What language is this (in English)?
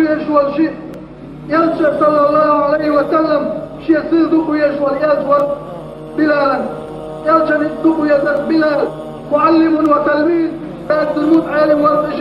Chechen